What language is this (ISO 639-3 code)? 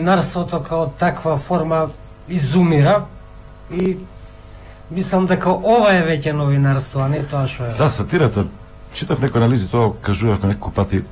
mkd